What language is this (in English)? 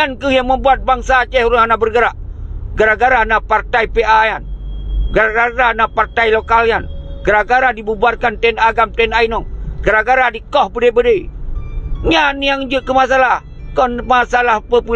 Achinese